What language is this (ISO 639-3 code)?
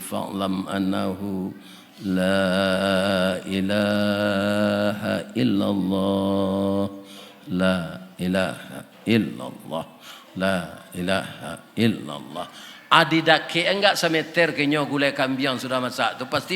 min